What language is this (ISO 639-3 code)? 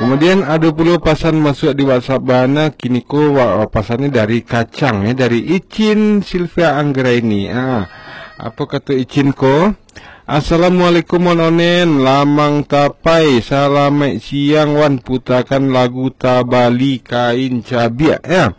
min